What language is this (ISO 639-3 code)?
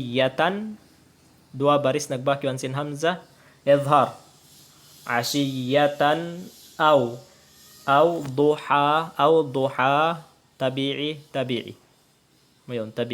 tsg